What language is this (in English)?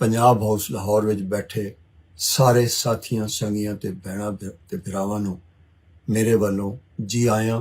Western Panjabi